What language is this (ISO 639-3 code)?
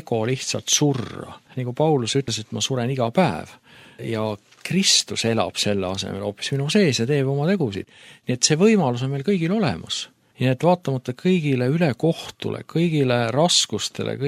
est